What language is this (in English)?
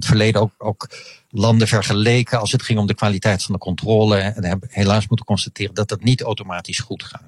Dutch